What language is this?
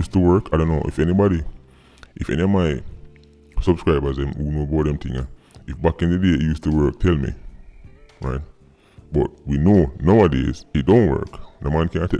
Jamaican Creole English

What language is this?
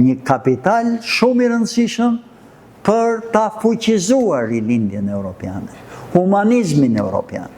Albanian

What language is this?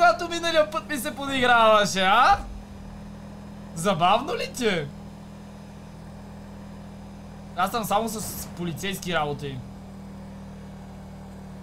Bulgarian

